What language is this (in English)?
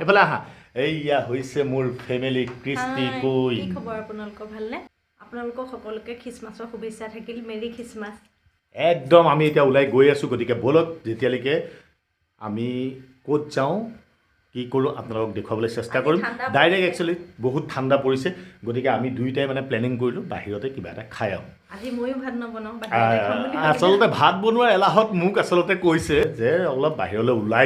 Assamese